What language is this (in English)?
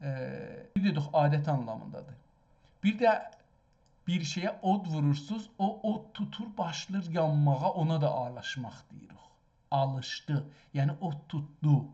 South Azerbaijani